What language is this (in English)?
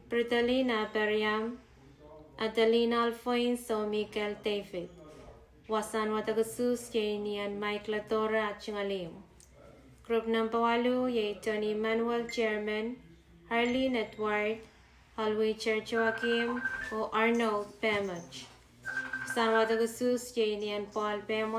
Pohnpeian